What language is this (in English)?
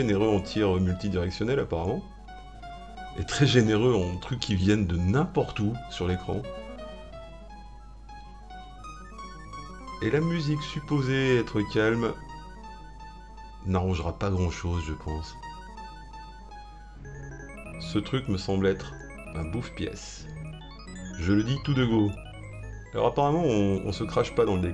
French